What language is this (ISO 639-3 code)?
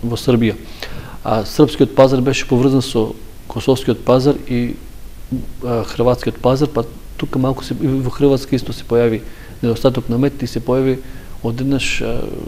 mkd